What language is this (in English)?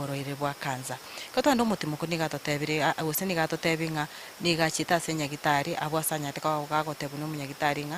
Gusii